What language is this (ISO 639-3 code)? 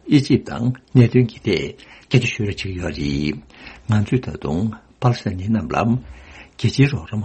bod